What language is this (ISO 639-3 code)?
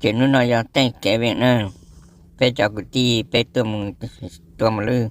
hmn